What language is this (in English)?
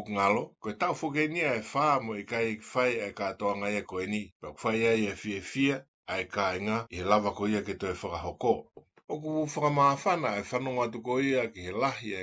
Tongan